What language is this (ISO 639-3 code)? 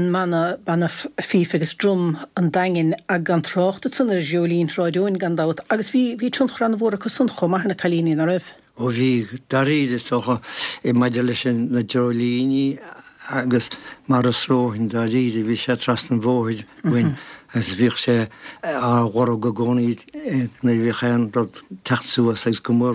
gle